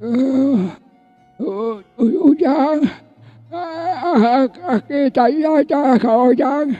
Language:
Sundanese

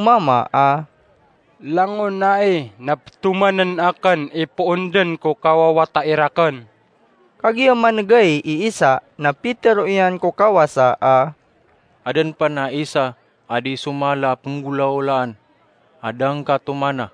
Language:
Maranao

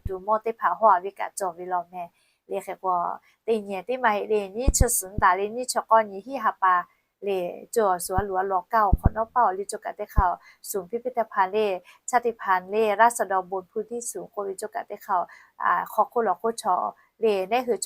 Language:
Lahu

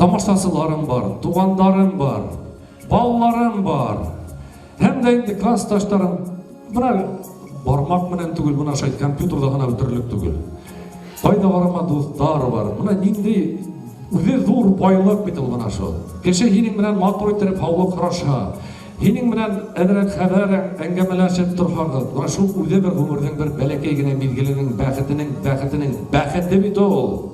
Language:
Bashkir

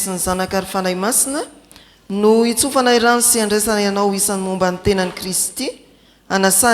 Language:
Malagasy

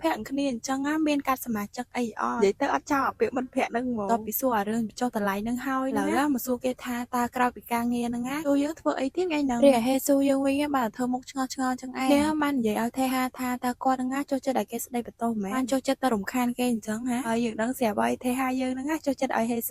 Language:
Khmer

